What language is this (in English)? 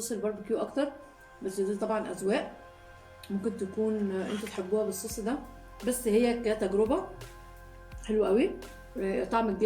Egyptian Arabic